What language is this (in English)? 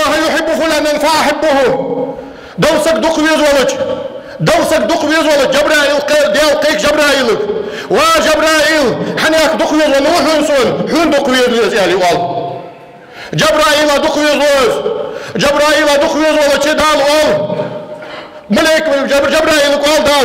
Ingush